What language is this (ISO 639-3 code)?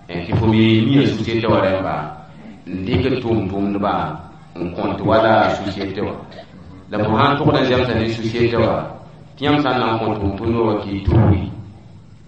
mos